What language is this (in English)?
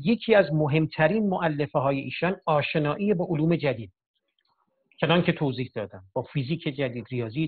Persian